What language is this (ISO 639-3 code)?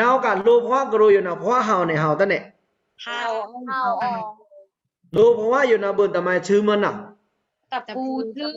blk